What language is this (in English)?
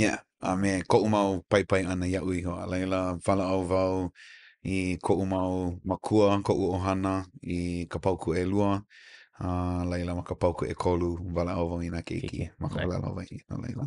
Hawaiian